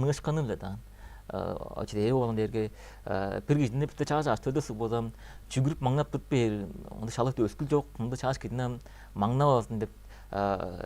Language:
Tuvinian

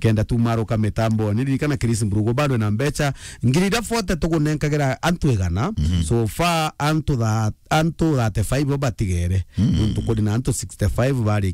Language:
Meru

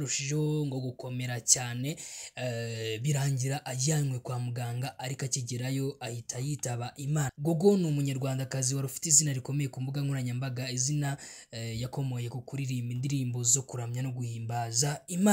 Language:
Kinyarwanda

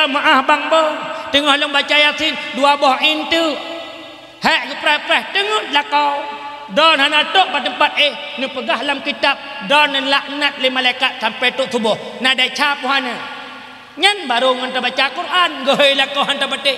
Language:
Achinese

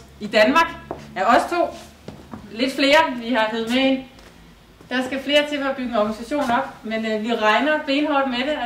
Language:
Danish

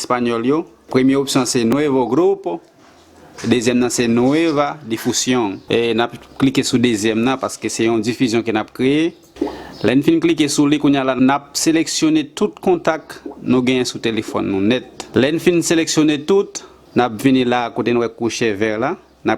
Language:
Haitian Creole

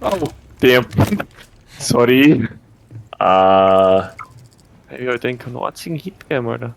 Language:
Bavarian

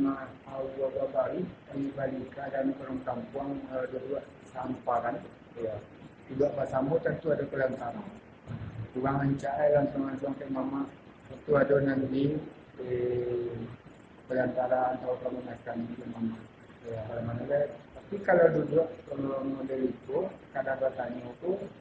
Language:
Minangkabau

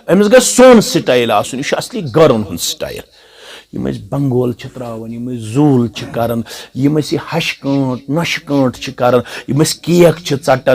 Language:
Kashmiri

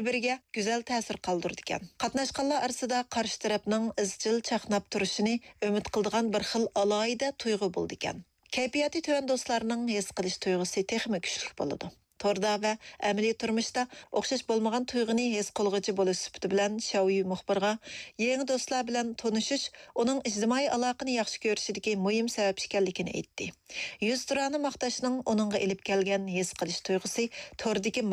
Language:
Uyghur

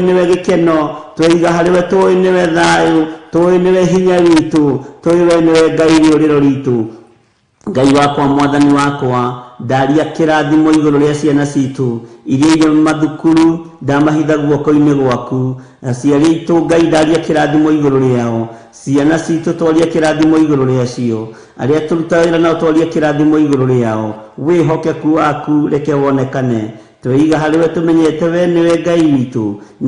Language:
Kikuyu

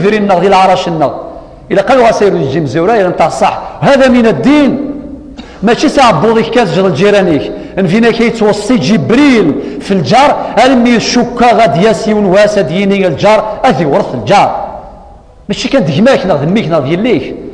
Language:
Kabyle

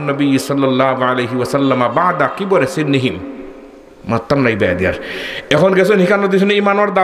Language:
Sylheti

